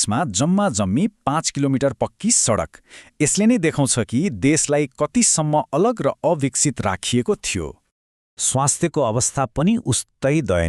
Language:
Nepali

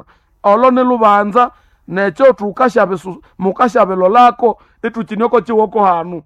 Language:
Nande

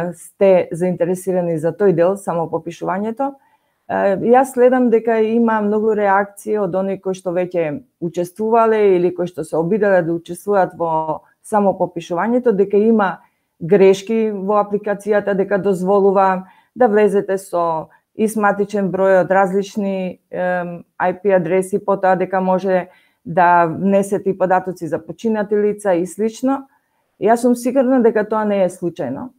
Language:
Macedonian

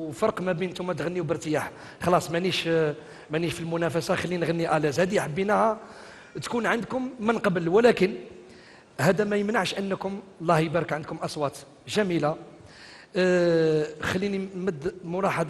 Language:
Algerian Arabic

